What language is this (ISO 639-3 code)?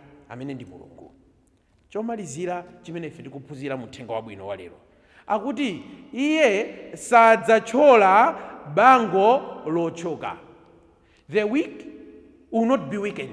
nya